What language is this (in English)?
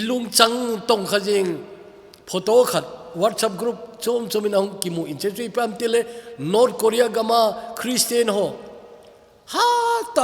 Thado Chin